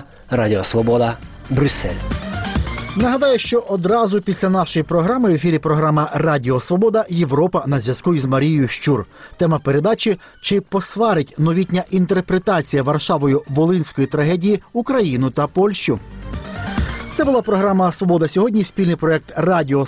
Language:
Ukrainian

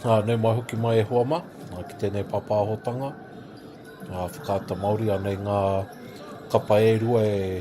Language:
Māori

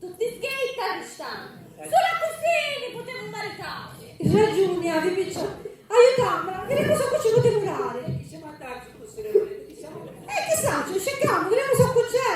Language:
Sicilian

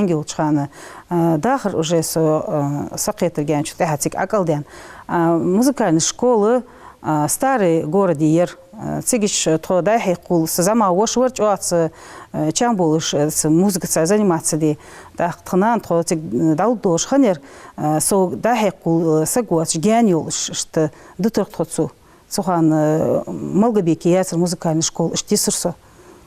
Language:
Ingush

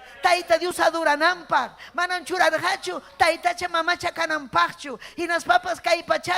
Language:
Ayacucho Quechua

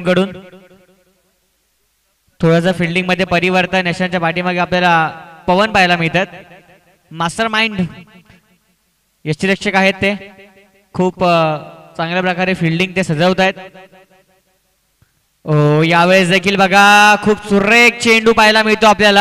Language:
Marathi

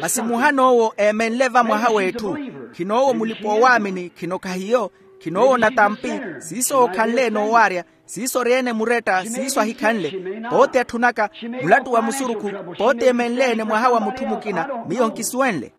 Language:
Makhuwa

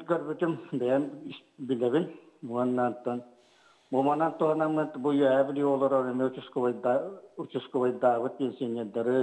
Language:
Yakut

